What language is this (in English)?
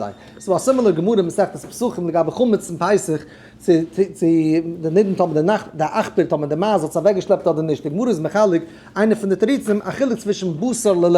Yiddish